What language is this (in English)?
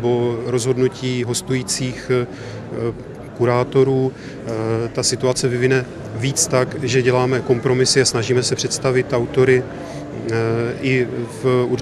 Czech